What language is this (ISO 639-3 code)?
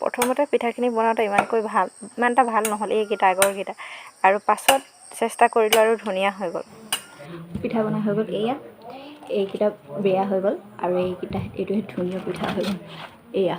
asm